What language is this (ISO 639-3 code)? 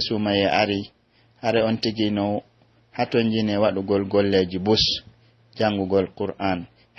fuf